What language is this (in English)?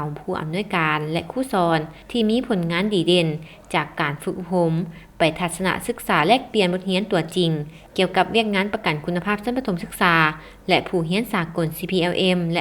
Lao